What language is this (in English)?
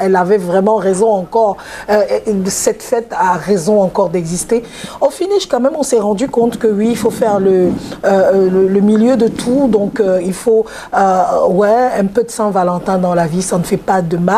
French